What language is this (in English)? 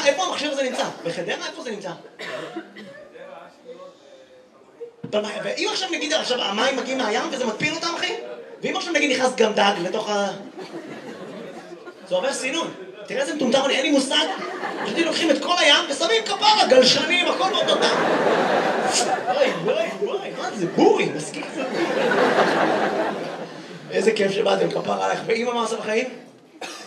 Hebrew